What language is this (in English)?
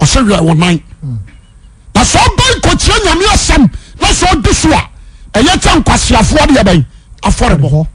Akan